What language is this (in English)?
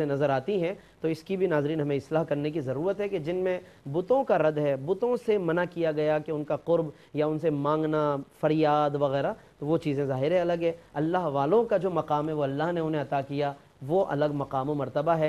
Urdu